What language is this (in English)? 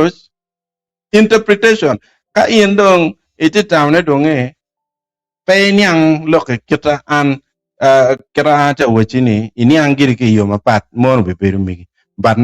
Acoli